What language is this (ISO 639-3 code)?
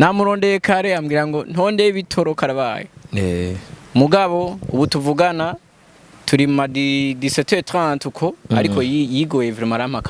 run